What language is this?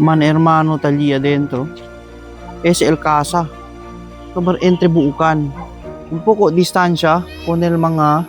Chavacano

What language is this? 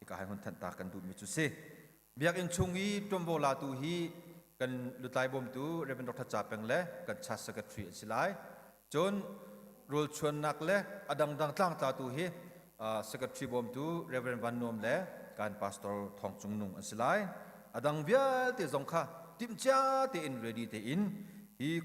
Hakha Chin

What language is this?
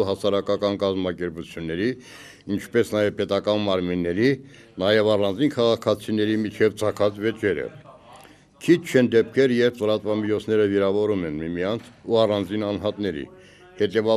Armenian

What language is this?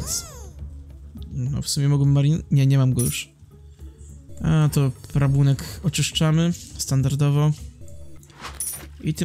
Polish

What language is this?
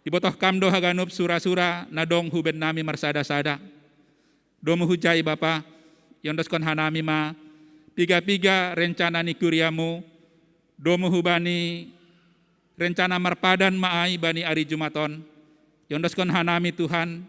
Batak Simalungun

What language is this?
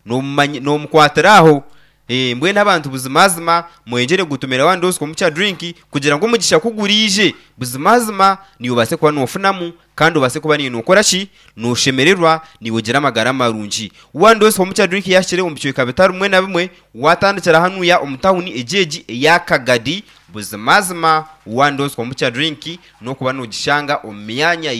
Nyankole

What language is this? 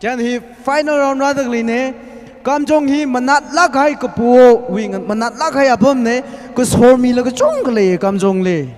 Tangkhul Naga (India)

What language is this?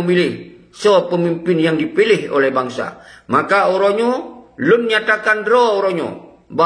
Achinese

